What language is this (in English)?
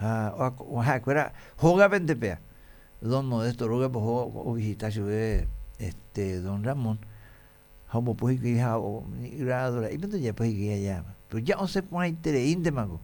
Guarani